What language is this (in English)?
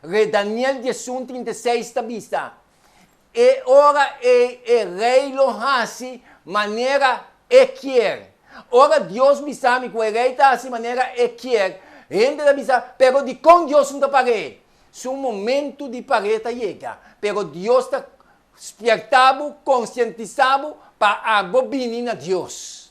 Papiamento